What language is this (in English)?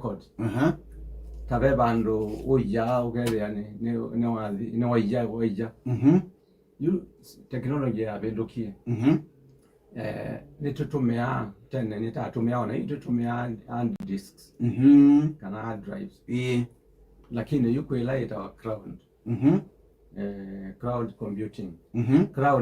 Kamba